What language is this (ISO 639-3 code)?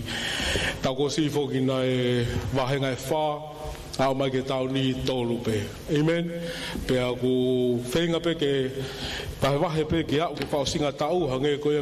ton